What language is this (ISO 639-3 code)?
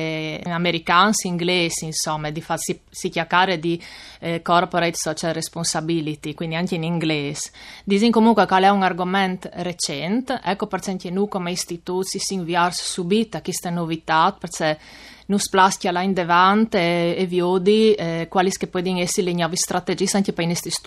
fur